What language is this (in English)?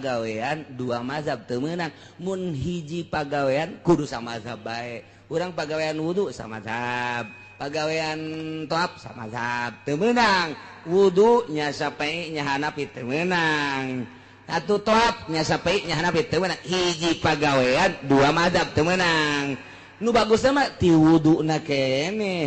Sundanese